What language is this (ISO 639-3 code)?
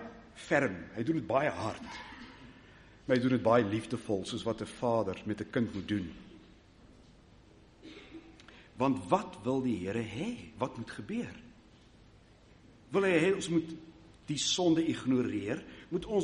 afr